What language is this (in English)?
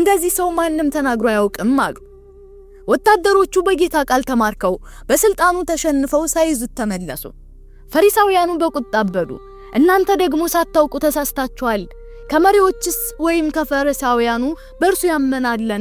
Amharic